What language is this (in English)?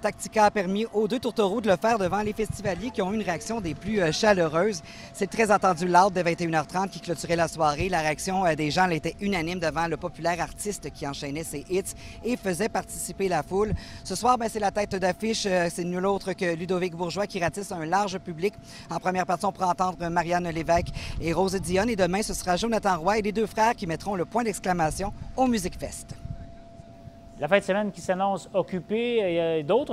French